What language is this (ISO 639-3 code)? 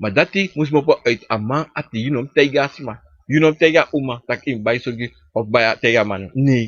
srn